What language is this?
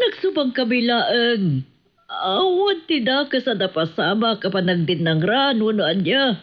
Iloko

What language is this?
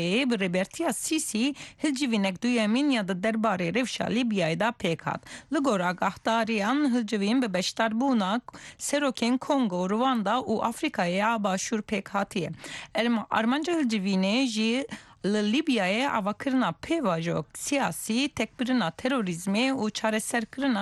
Kurdish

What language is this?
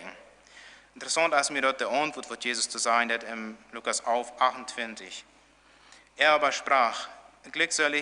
Plautdietsch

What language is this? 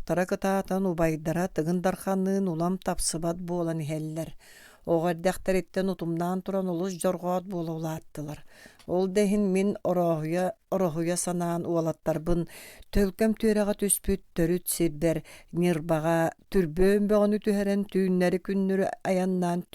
Yakut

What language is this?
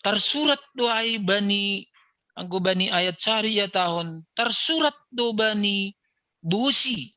Batak Simalungun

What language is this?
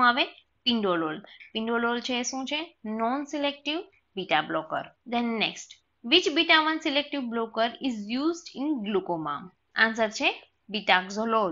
Gujarati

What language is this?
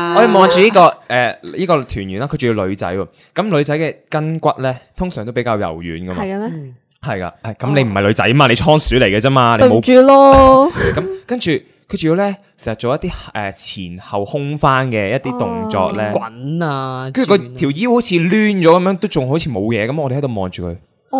Cantonese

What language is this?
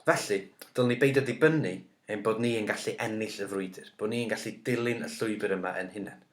Welsh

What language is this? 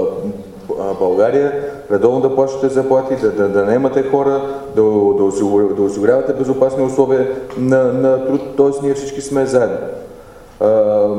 Bulgarian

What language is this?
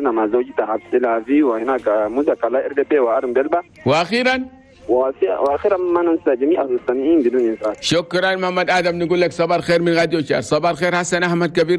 Chadian Arabic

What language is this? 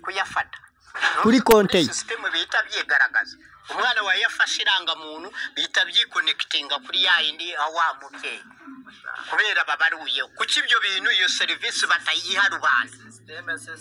Kinyarwanda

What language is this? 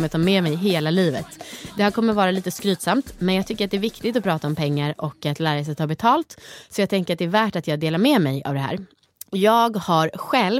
Swedish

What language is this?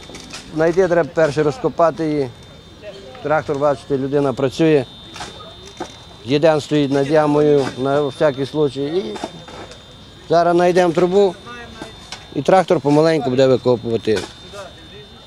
Ukrainian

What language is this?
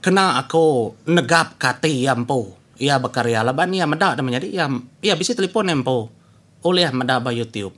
Iban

